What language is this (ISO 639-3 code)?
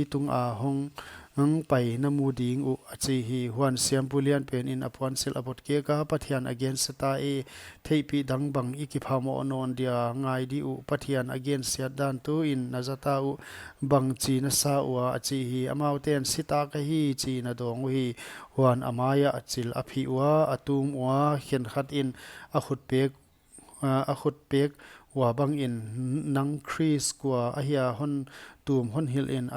pck